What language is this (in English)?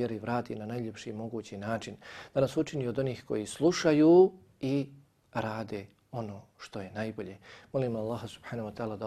Bosnian